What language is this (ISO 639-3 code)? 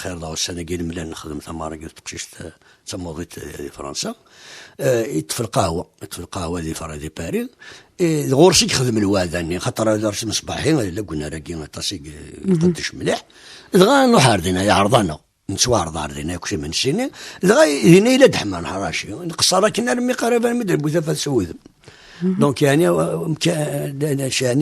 kab